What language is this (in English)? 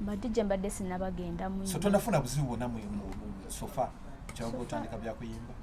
Ganda